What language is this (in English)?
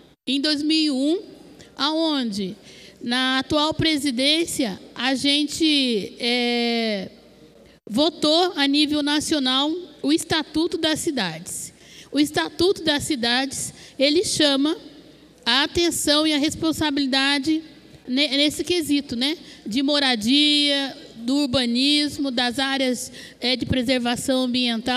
Portuguese